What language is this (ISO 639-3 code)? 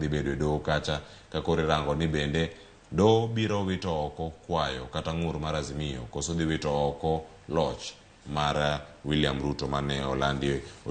luo